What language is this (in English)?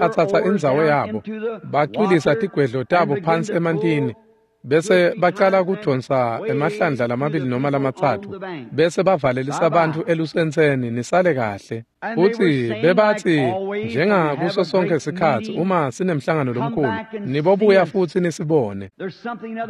Swati